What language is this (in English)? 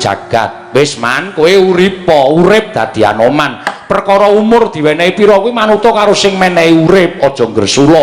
Javanese